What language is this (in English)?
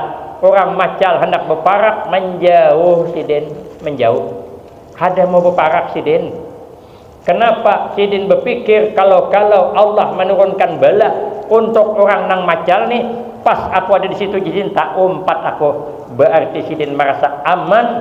Banjar